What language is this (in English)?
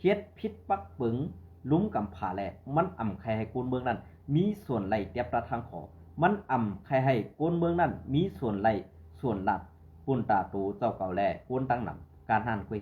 Shan